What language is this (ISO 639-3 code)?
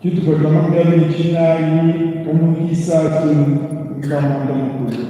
lua